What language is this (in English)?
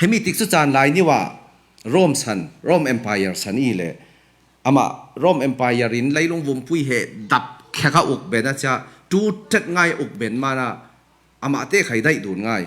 Falam Chin